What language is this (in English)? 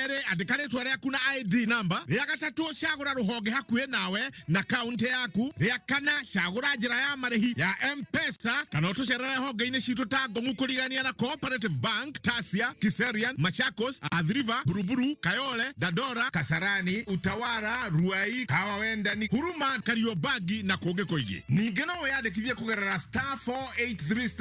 Kikuyu